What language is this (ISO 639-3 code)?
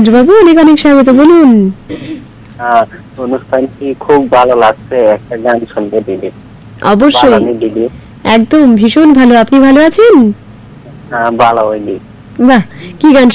ben